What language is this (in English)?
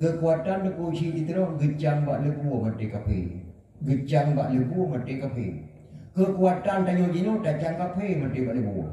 Achinese